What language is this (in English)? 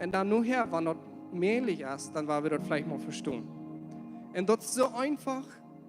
Plautdietsch